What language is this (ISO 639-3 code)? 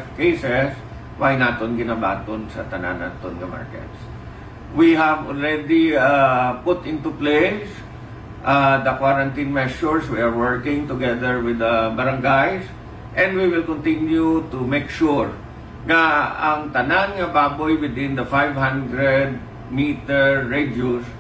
hil